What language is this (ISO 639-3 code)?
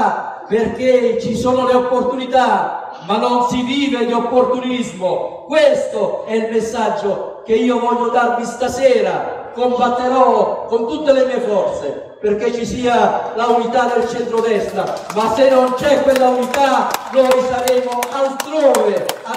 ita